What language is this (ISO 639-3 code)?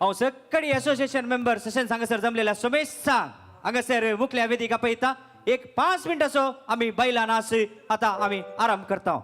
kok